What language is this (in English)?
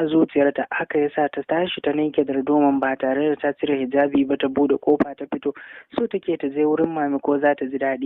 Hausa